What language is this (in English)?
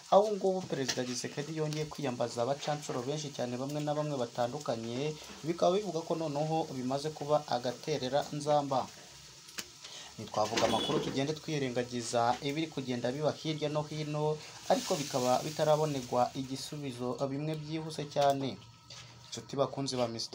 Kinyarwanda